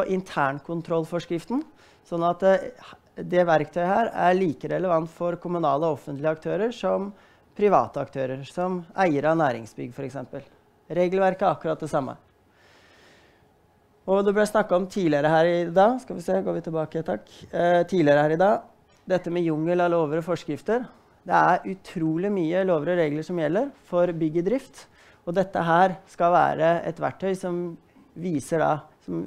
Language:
Norwegian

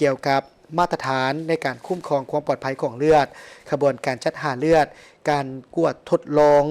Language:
Lao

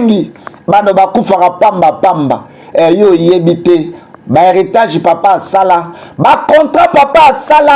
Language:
Lingala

